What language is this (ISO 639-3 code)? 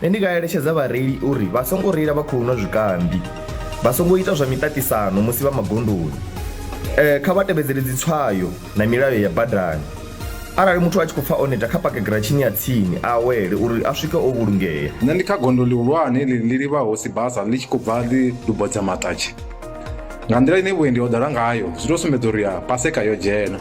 ven